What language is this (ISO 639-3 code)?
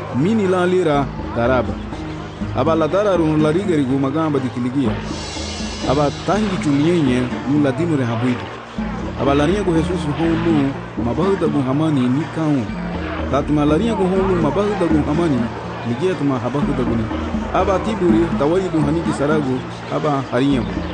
cab